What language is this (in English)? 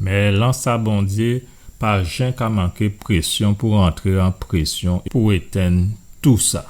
Guadeloupean Creole French